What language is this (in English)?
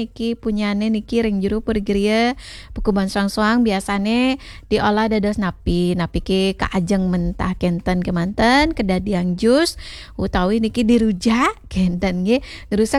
Balinese